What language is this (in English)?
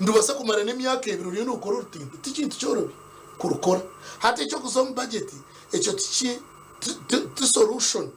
Nyankole